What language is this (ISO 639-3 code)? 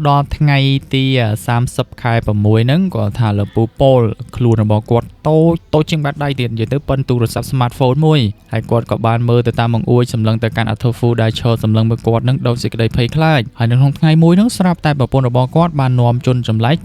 khm